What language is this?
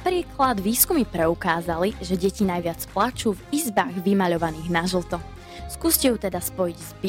Slovak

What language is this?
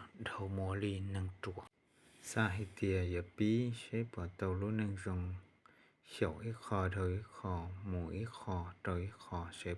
Hmong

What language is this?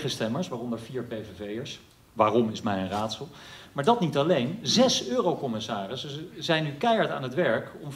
Dutch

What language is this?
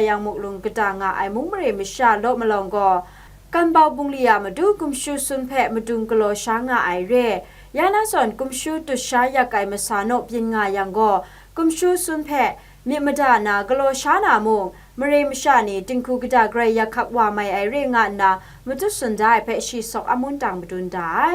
Kachin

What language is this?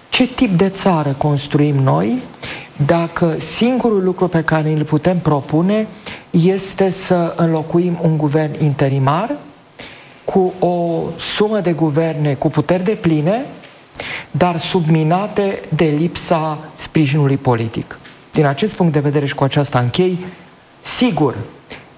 Romanian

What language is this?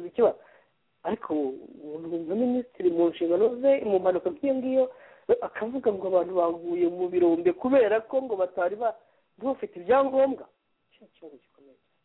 Kinyarwanda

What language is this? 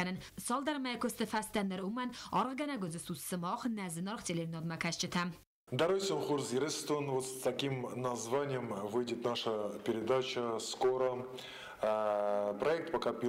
Ossetic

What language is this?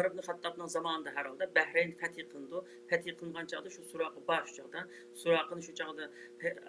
Uyghur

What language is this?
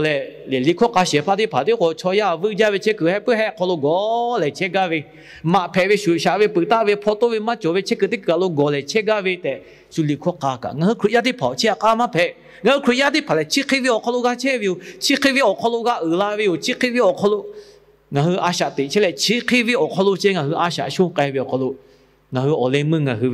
Lahu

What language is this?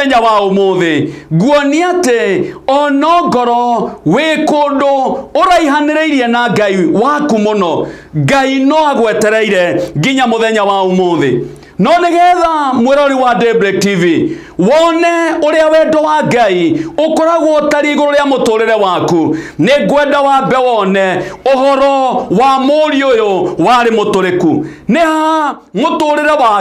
Kikuyu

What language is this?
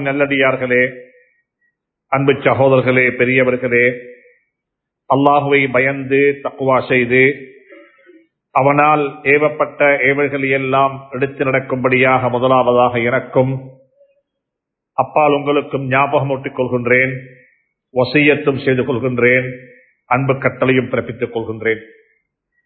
Tamil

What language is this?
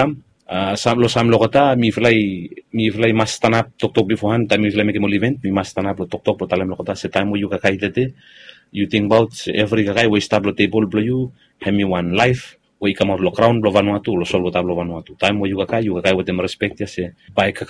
Bislama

